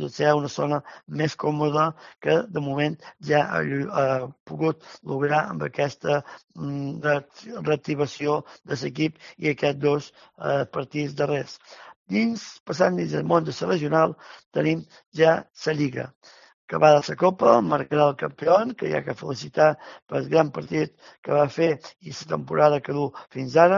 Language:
Catalan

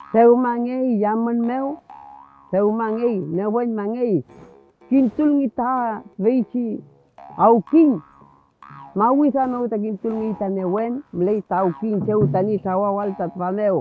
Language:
Mapuche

